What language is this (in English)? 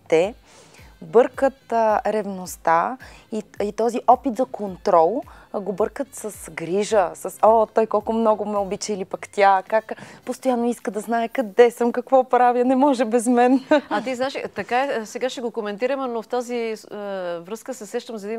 Bulgarian